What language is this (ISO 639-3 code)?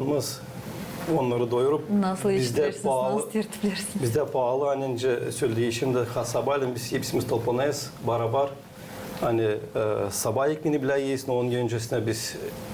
gag